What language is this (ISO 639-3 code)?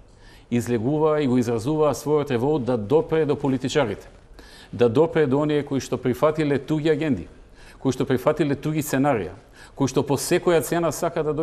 mkd